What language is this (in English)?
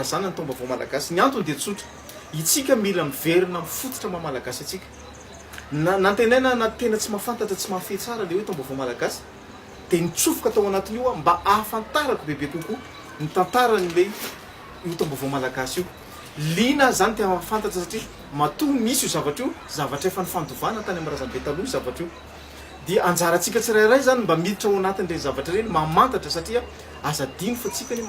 Malagasy